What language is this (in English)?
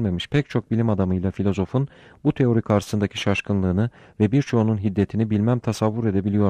Turkish